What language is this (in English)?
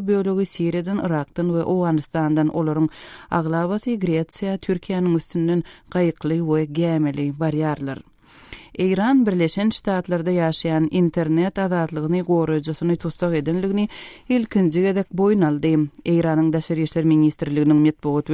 Turkmen